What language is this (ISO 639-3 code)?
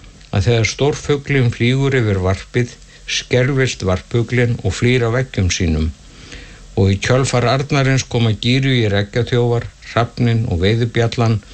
isl